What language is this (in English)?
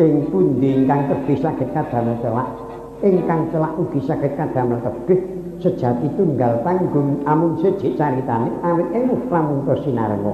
Javanese